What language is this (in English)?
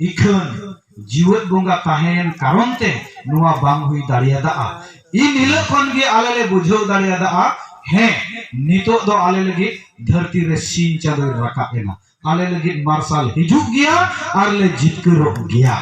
Santali